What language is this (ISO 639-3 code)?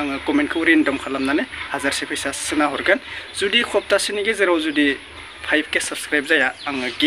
brx